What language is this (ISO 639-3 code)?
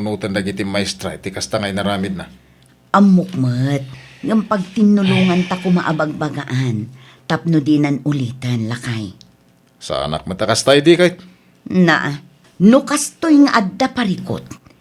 ilo